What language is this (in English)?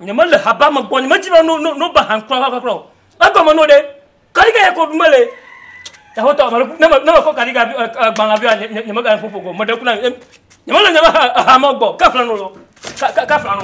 Ewe